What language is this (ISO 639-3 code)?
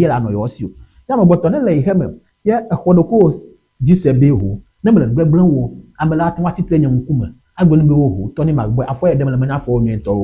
ewe